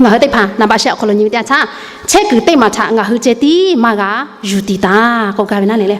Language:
Lahu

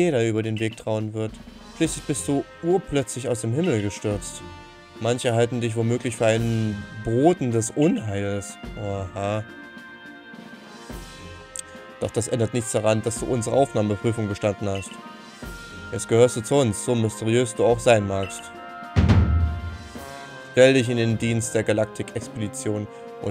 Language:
German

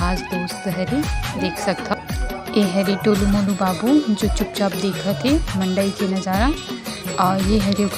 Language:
Chhattisgarhi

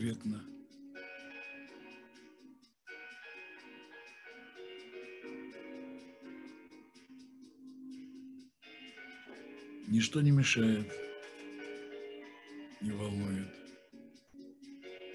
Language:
Russian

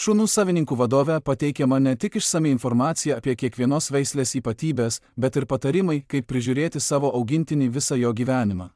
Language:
Lithuanian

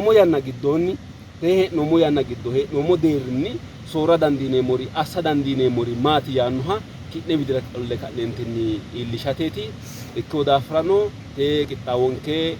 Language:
Sidamo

